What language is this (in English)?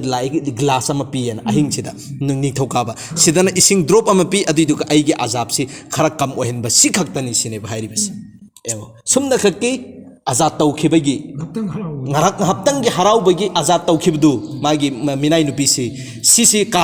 Manipuri